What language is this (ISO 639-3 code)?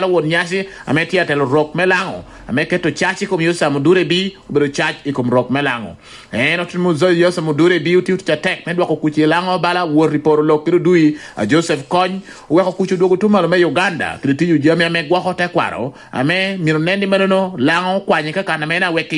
laj